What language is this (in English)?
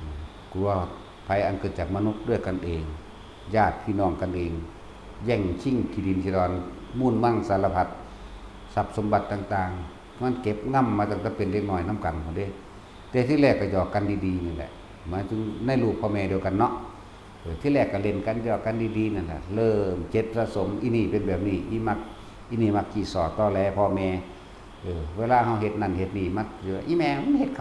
Lao